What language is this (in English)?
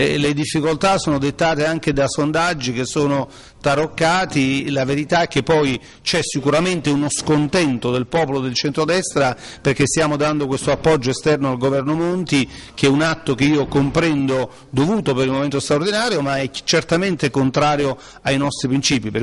Italian